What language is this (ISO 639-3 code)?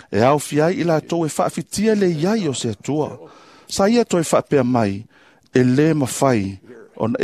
smo